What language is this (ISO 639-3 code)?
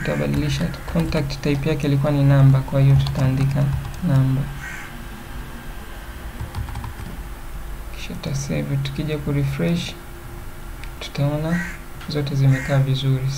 swa